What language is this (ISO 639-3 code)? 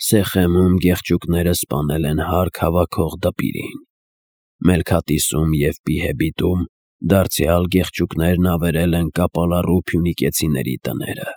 hye